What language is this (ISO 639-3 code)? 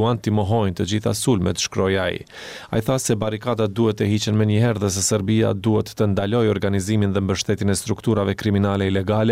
sqi